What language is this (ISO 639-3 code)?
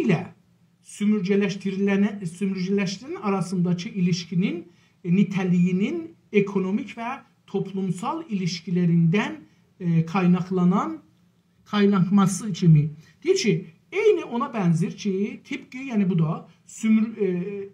azb